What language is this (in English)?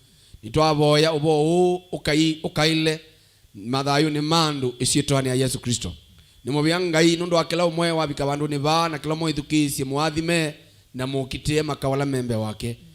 Kamba